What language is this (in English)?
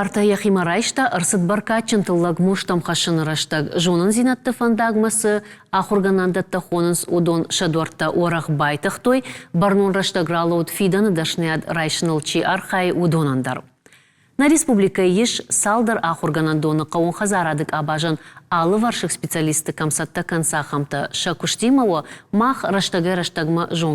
Ossetic